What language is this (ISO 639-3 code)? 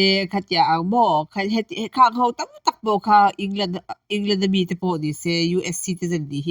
lus